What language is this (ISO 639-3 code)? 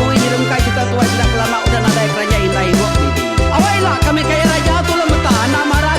iba